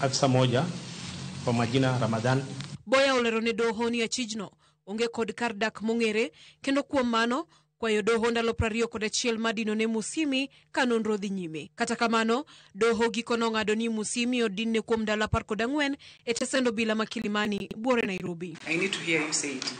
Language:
Luo (Kenya and Tanzania)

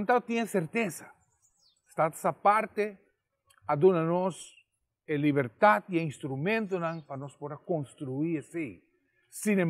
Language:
Papiamento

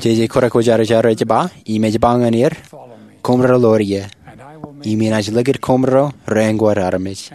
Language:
Marshallese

